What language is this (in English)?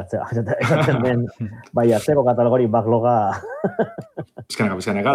Basque